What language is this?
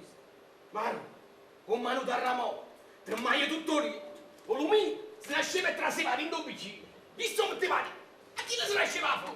Neapolitan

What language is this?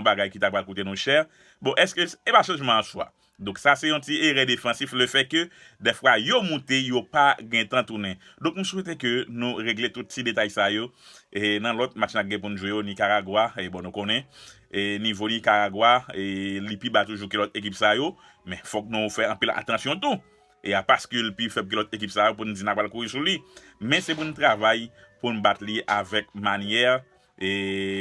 Haitian Creole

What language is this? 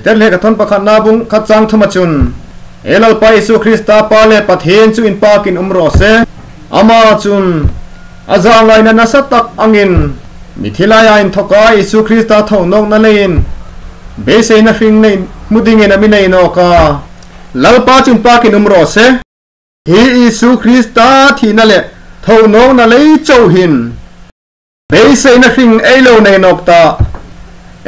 Hmar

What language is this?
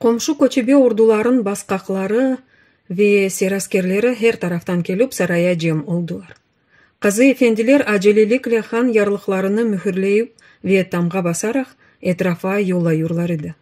Crimean Tatar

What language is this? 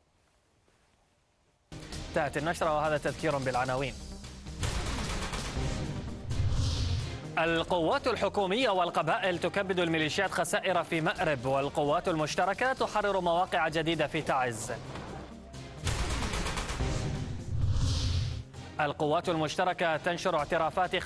Arabic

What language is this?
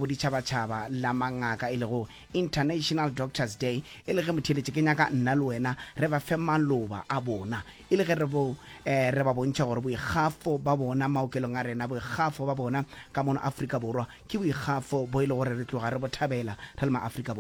Northern Sotho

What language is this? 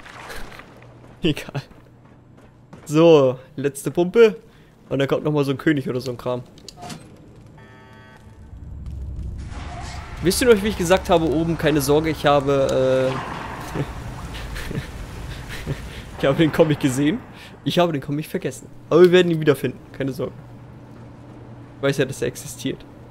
German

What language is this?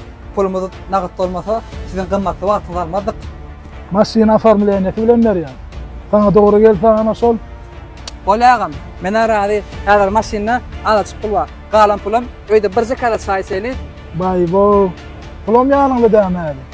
Turkmen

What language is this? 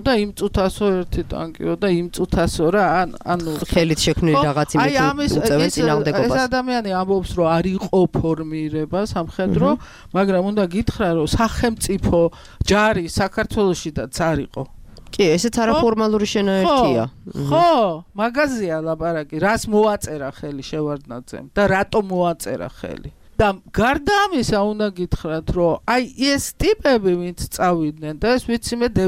Georgian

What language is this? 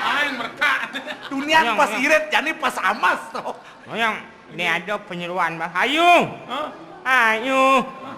Balinese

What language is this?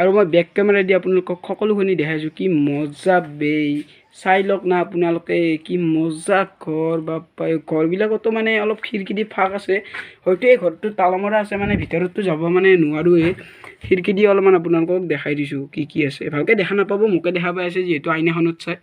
Assamese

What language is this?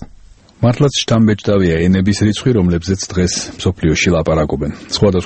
Georgian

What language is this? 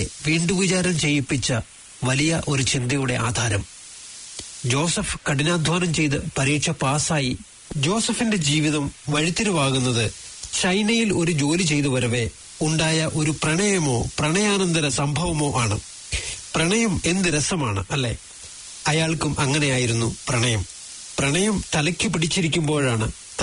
Malayalam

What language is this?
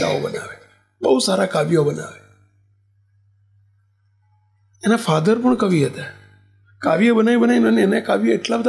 Gujarati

